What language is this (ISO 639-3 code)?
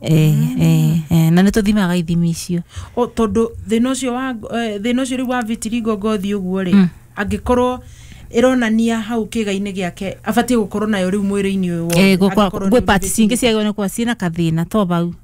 kik